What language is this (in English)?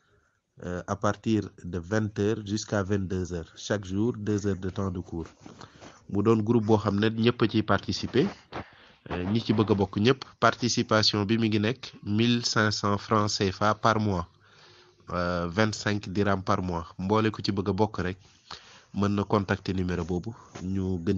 Wolof